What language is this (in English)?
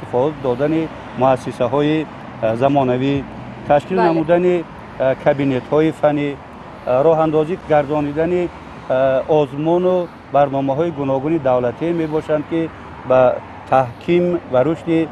Tajik